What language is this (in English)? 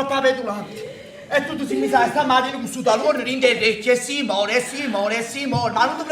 Neapolitan